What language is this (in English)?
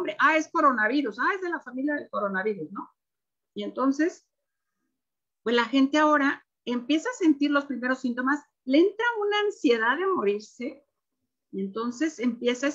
Spanish